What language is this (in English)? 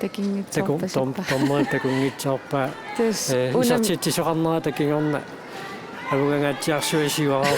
Kalaallisut